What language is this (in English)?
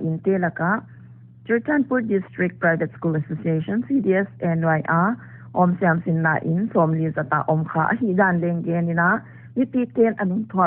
Paite Chin